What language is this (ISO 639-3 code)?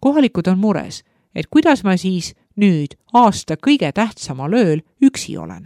est